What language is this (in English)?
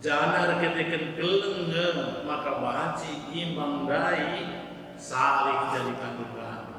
Batak Karo